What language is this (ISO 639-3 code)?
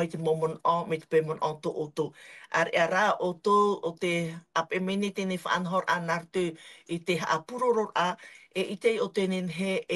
tah